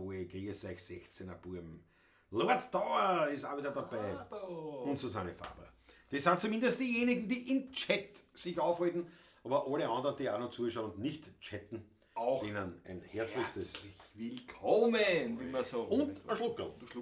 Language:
Bavarian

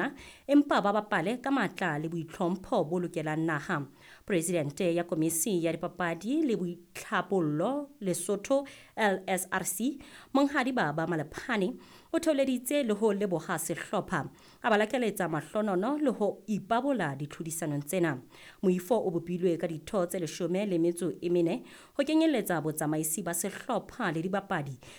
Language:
Southern Sotho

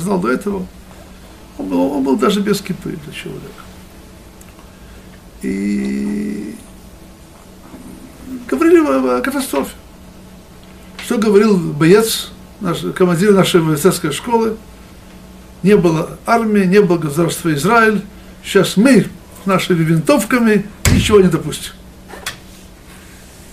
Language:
Russian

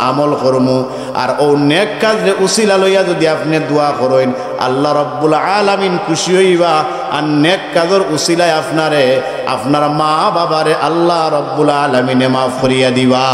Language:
Sylheti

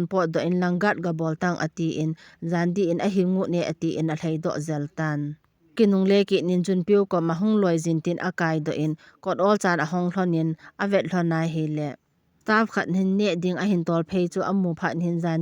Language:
Thado Chin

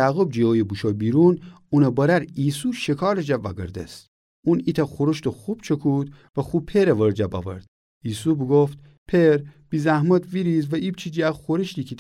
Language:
Gilaki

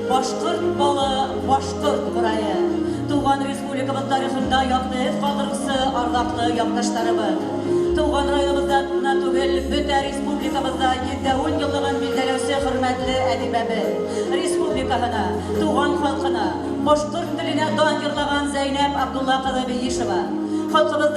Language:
Bashkir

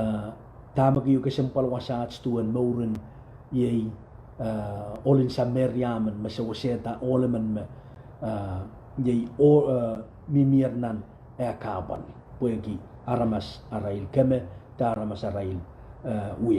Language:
Pohnpeian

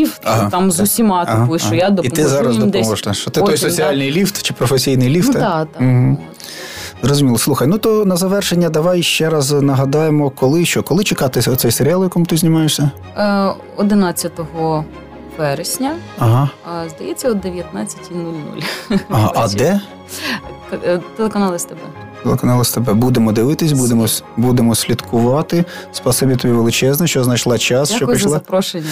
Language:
Ukrainian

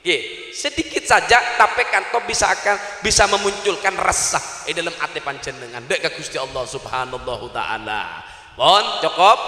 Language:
Madurese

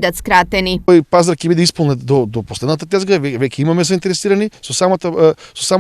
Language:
Macedonian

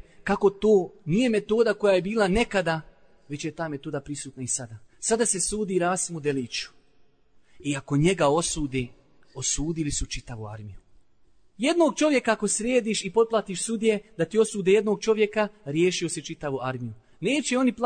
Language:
Bosnian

